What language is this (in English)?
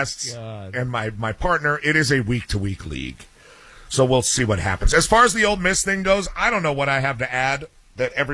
English